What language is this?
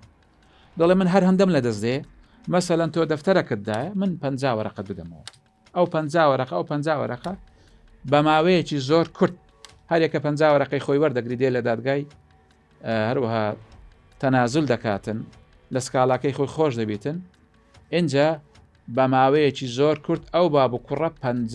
Central Kurdish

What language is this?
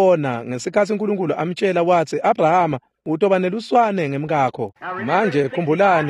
Swati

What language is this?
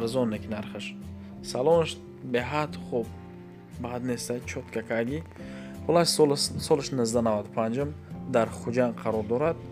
Tajik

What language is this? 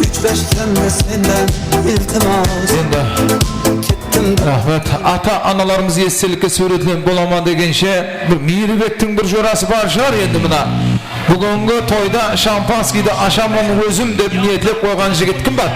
Kara-Kalpak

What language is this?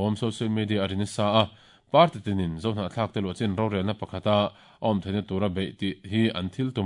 Mizo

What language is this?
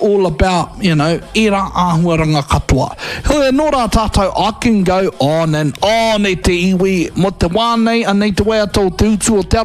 Māori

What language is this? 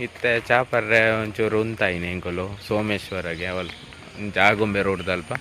Tulu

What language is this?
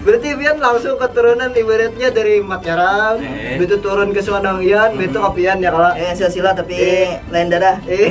Banjar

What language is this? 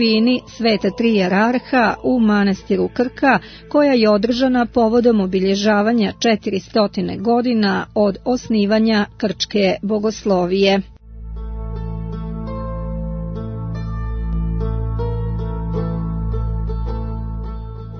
Serbian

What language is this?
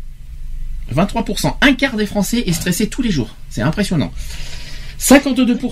French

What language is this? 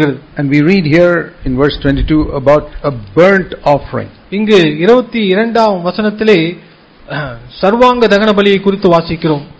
Tamil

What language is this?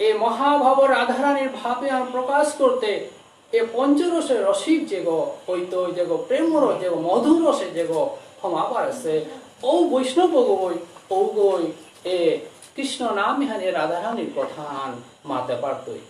Bishnupriya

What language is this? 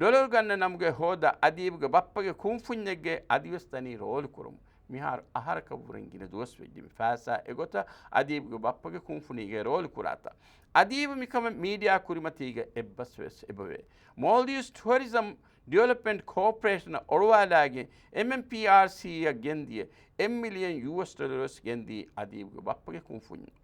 Divehi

